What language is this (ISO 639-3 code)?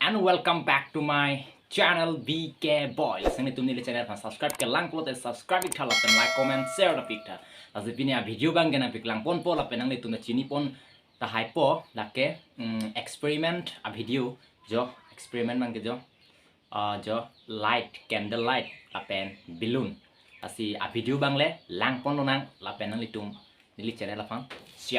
mjw